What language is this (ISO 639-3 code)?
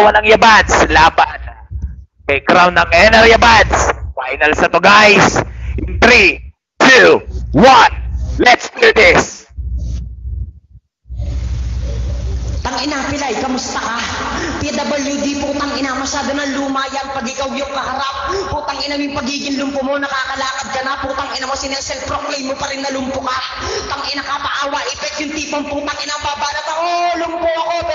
fil